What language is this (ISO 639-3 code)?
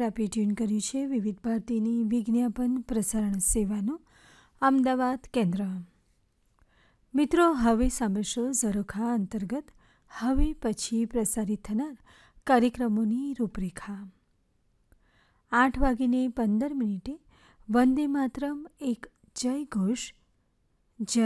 guj